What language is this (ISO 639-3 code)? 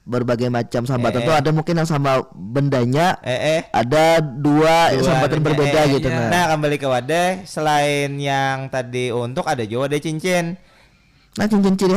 bjn